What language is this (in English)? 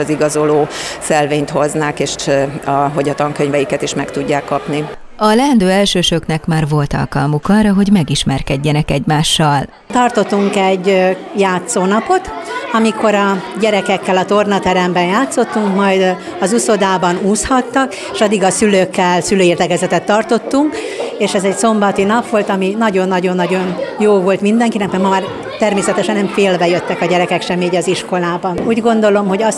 Hungarian